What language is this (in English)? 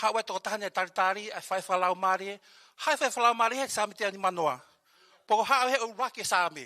Tongan